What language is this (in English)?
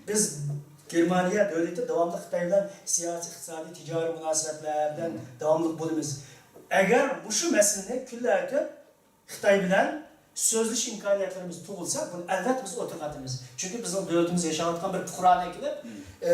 Uyghur